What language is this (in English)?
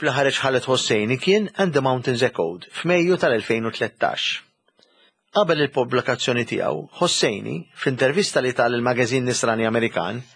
Maltese